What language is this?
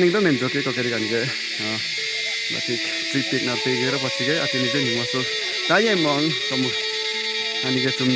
Limbu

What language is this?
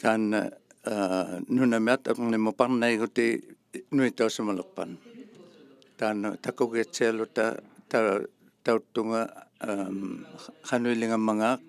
Inuktitut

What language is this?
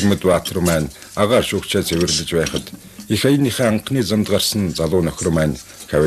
Mongolian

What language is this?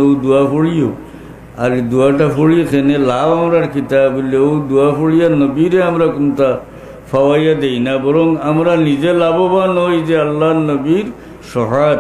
Sylheti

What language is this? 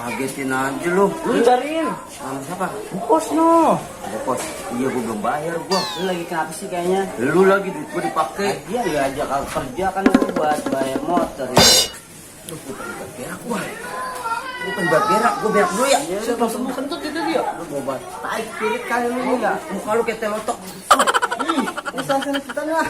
Betawi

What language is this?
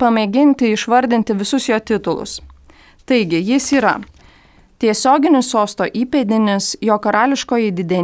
Lithuanian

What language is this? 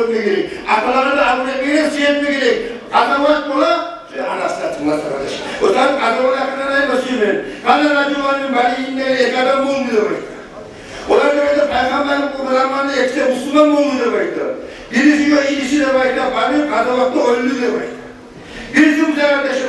Kumyk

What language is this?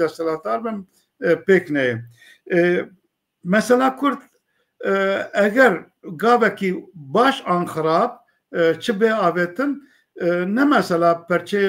Kurdish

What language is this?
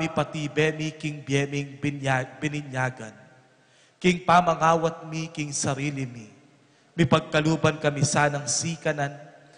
Pampanga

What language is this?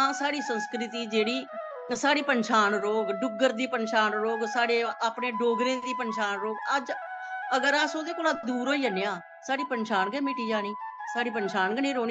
Dogri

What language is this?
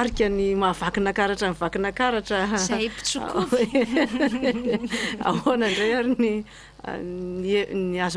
Malagasy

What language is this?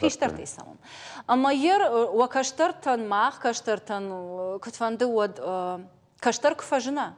Ossetic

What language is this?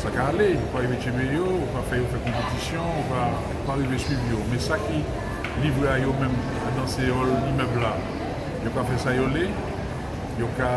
Guadeloupean Creole French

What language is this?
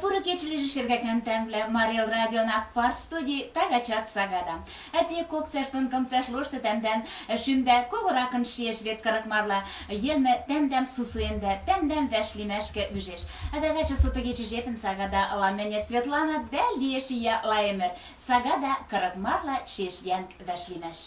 Western Mari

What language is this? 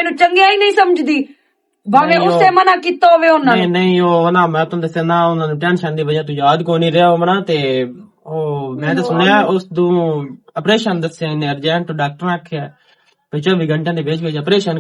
Western Panjabi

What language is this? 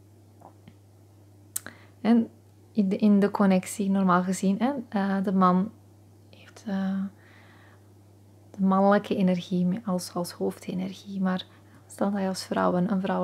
Dutch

